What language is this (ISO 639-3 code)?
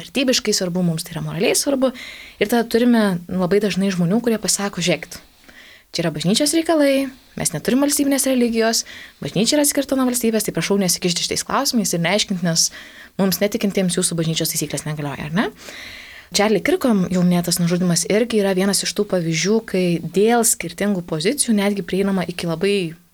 lit